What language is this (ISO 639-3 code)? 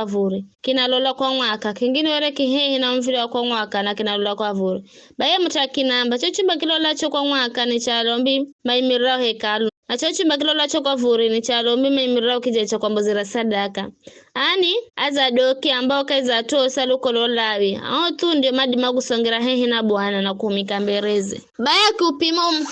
nyf